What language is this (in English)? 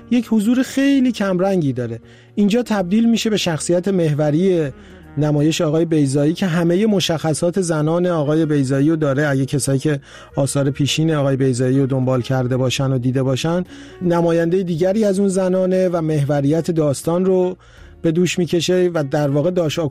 Persian